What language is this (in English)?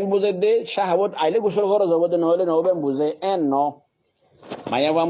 Rohingya